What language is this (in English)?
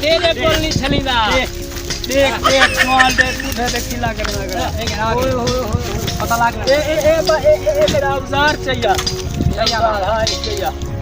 Saraiki